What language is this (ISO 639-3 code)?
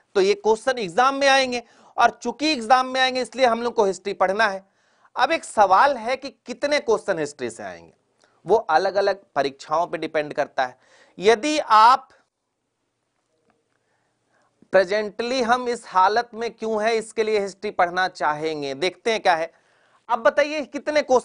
hin